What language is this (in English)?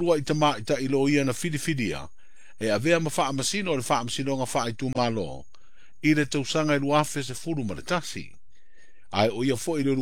Samoan